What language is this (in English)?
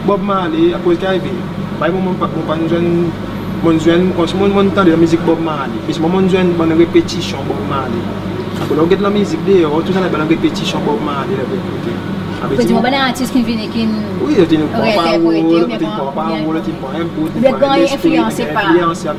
Seselwa Creole French